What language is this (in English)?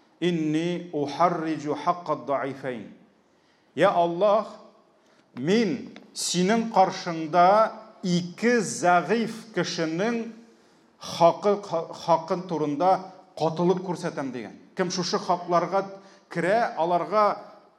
Tatar